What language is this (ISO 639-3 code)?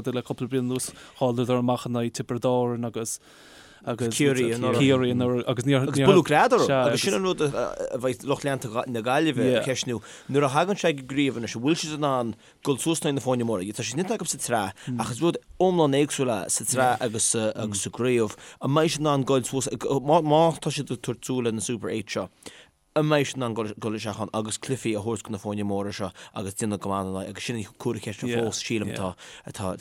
gle